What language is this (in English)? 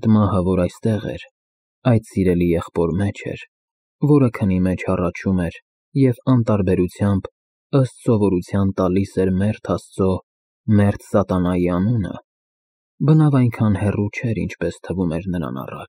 Armenian